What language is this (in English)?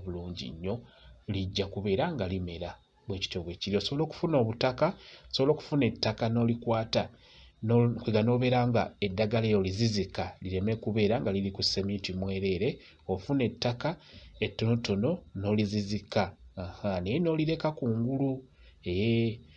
Ganda